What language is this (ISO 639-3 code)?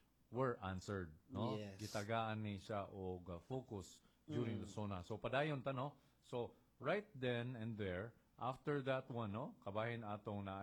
ceb